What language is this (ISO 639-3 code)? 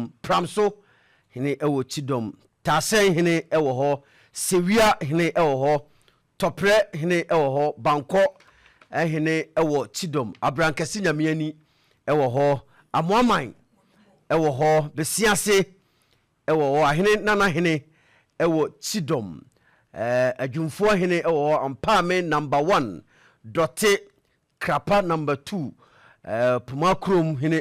aka